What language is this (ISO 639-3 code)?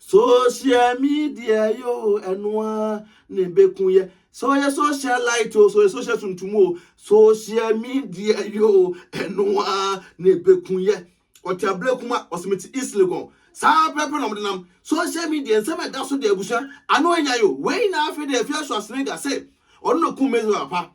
aka